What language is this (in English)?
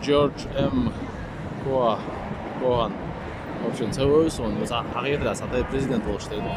Chechen